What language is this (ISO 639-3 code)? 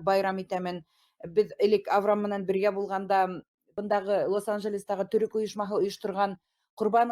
bak